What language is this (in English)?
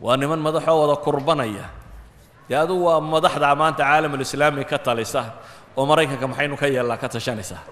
Somali